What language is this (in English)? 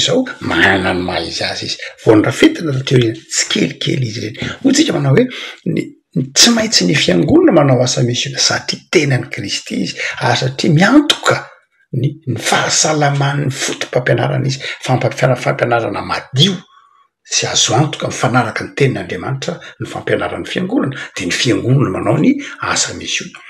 Malagasy